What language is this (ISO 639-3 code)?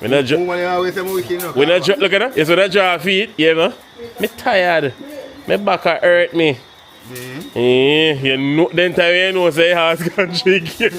jam